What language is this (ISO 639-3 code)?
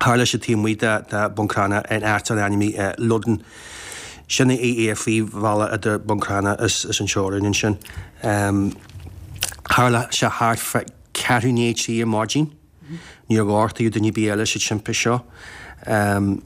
gle